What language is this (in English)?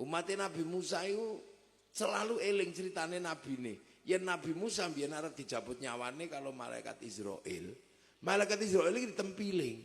Javanese